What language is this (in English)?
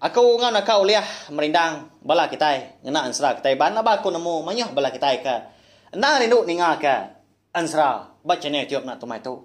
Iban